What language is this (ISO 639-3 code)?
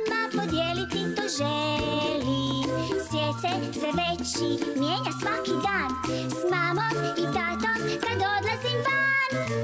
hrv